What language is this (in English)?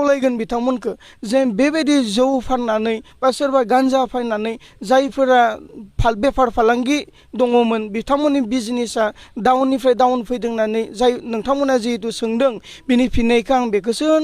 Bodo